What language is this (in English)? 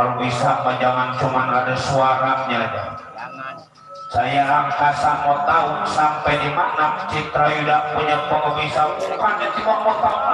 Betawi